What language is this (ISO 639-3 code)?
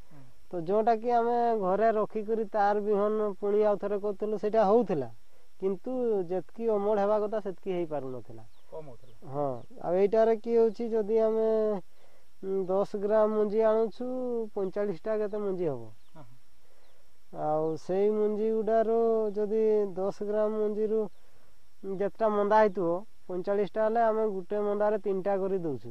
ori